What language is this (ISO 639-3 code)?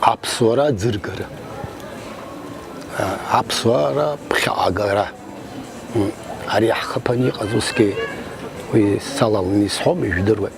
abk